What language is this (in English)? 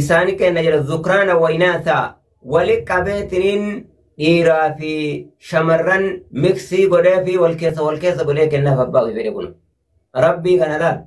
Oromo